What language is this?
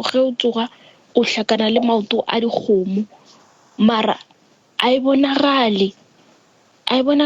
Northern Sotho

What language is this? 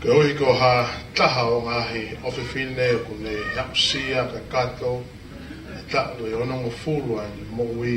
Tongan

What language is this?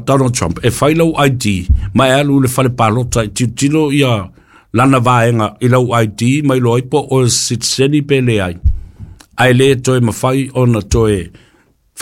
Samoan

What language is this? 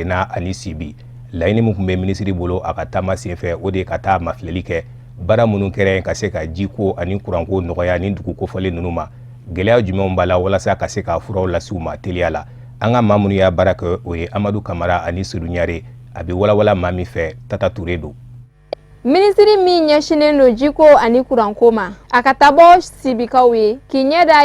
Bambara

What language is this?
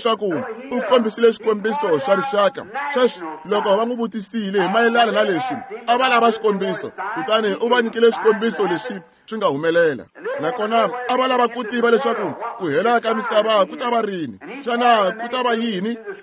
Tsonga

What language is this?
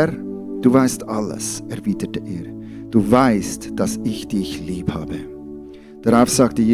Swiss German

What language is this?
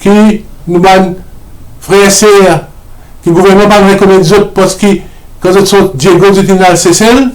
Morisyen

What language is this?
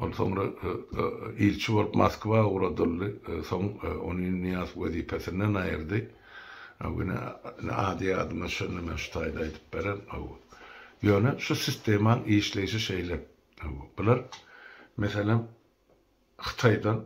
Turkmen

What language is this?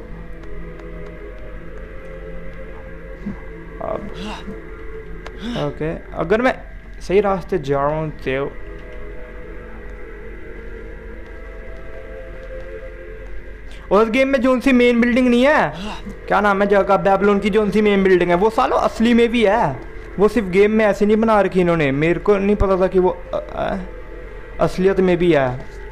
Hindi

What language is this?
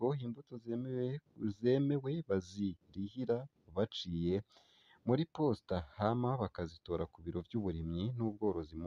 Rundi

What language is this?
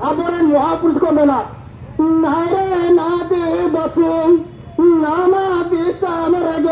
Santali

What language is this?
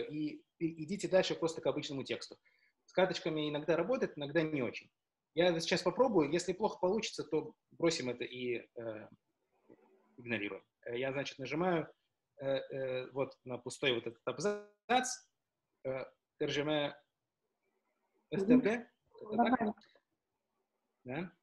Russian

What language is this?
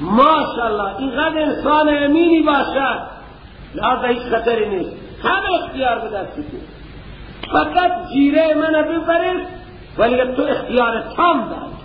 Persian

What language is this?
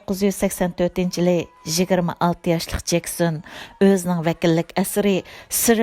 Uyghur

